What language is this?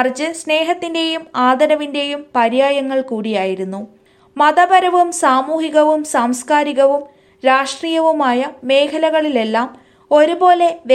Malayalam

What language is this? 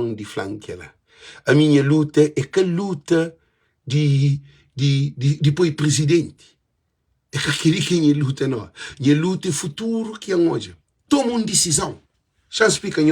Kabuverdianu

